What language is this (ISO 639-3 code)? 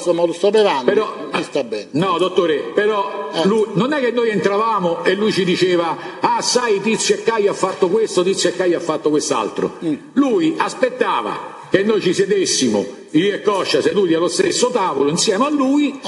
ita